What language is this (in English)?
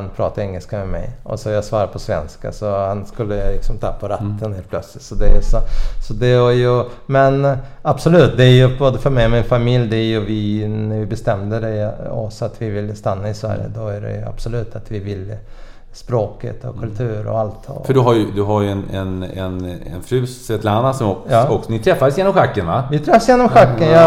Swedish